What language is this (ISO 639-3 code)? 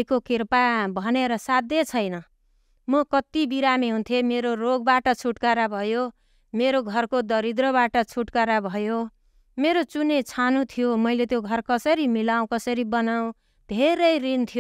nep